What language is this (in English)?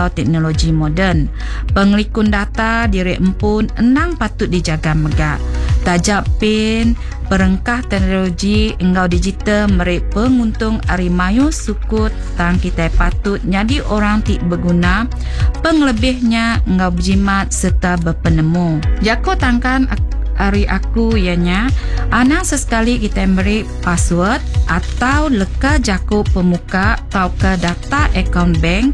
Iban